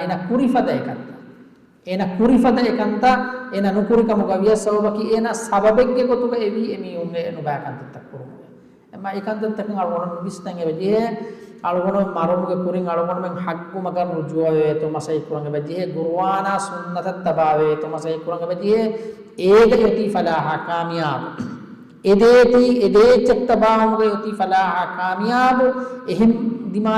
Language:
Divehi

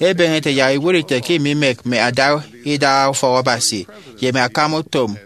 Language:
Efik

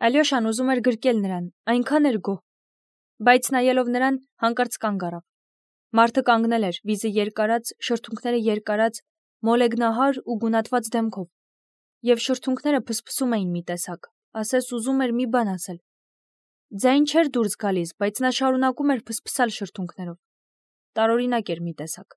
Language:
Armenian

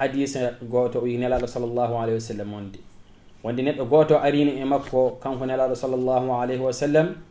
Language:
Fula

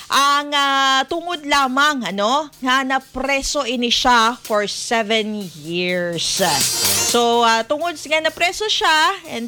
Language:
Hiligaynon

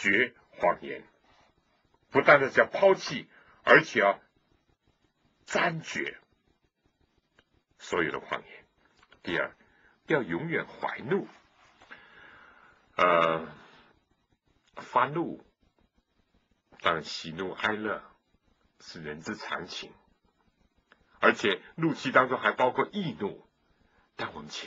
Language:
Chinese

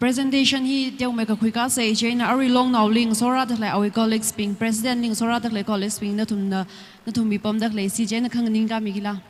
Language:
Tangkhul Naga (India)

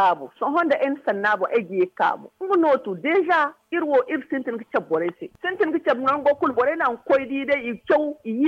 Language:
Zarma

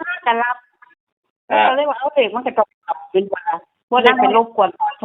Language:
Northeastern Thai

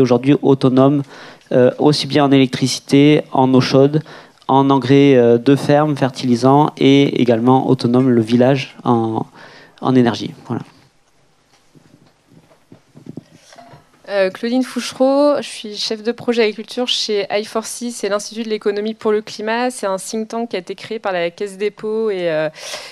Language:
French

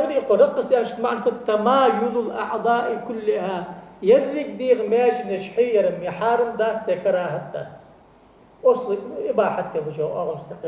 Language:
Ingush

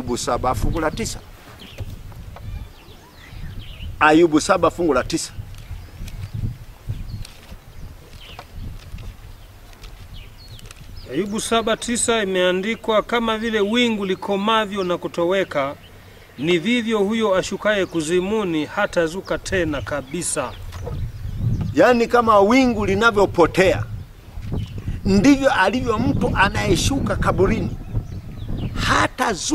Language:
Swahili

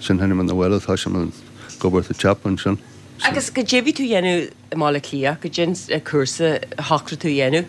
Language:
Irish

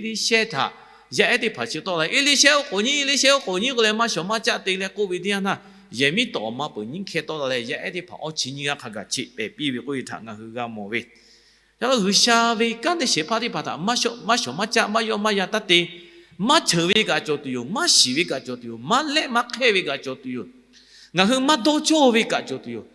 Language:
Lahu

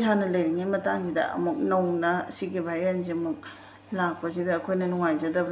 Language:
Manipuri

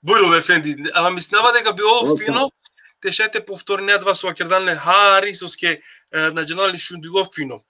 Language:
Balkan Romani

